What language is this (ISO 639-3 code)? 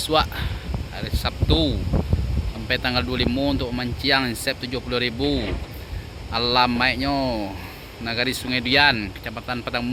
min